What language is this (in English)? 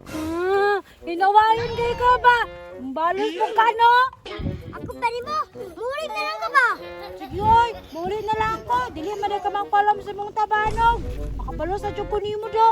Cebuano